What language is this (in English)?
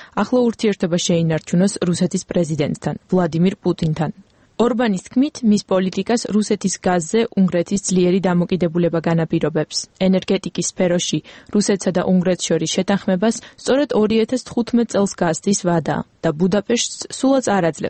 Georgian